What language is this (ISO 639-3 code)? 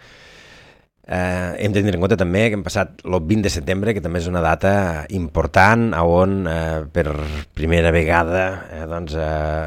cat